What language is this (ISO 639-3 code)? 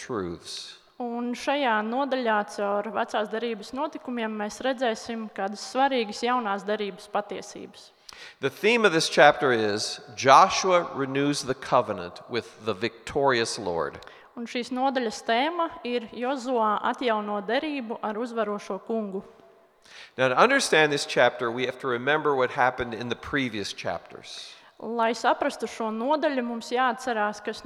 lav